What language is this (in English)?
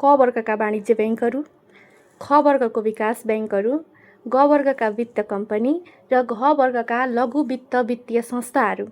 Nepali